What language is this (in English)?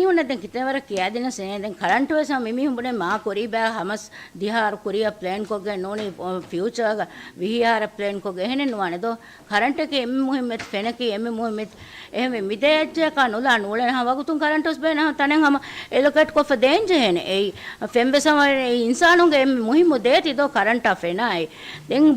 Divehi